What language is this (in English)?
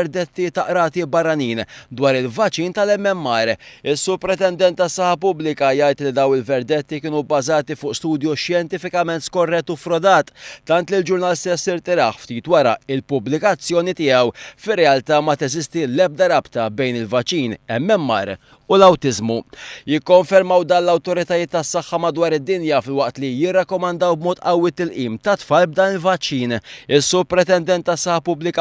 Maltese